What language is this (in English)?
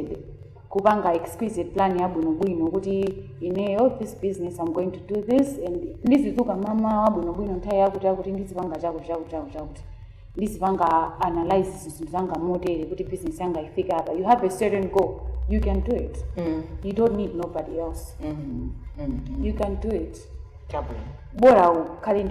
Nyanja